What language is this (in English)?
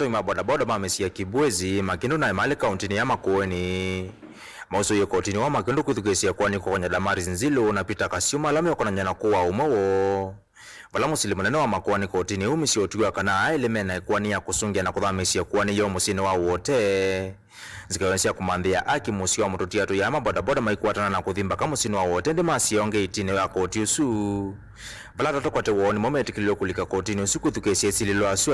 Kamba